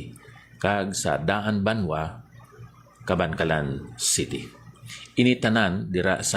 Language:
Hiligaynon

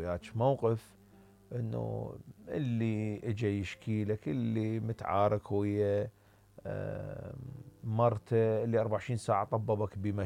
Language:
Mesopotamian Arabic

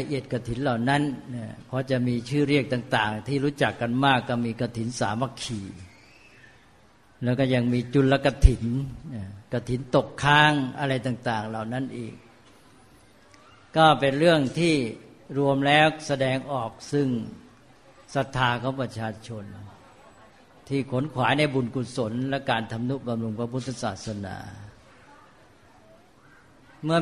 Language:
Thai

